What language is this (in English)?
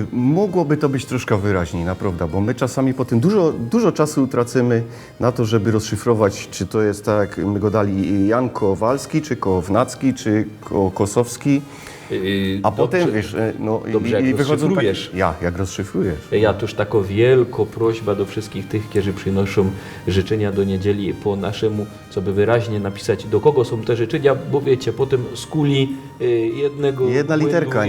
Silesian